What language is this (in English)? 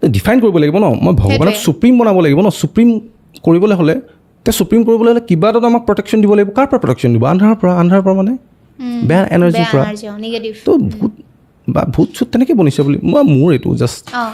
Assamese